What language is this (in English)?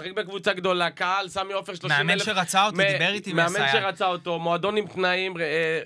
Hebrew